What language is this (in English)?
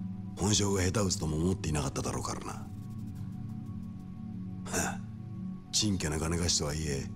Japanese